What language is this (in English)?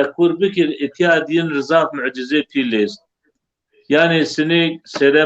Zaza